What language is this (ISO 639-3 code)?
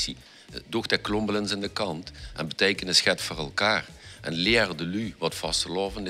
lim